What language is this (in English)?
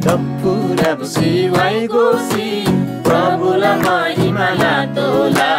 Eastern Tamang